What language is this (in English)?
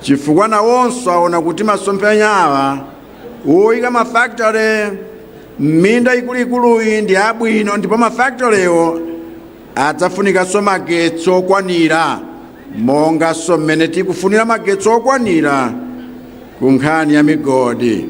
Nyanja